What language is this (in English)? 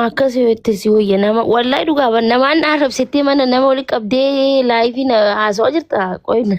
Oromo